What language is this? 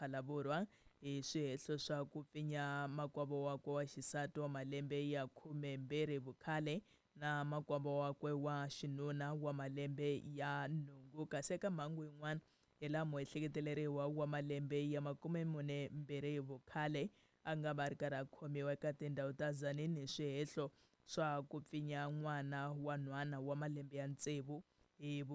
Tsonga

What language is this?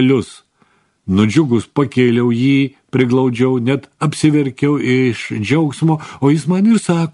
Lithuanian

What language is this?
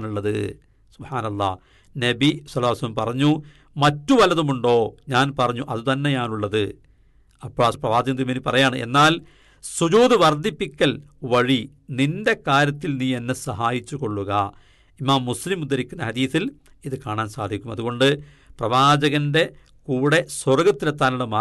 Malayalam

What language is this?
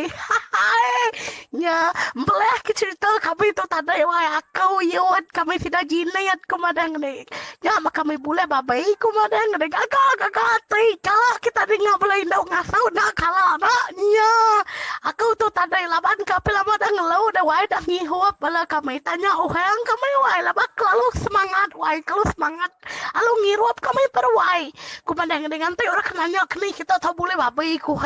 Iban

